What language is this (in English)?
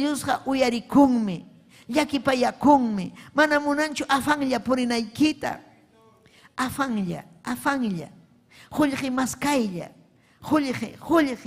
Ayacucho Quechua